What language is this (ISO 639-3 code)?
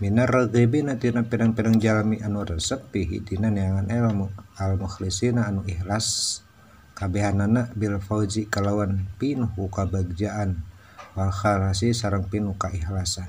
sun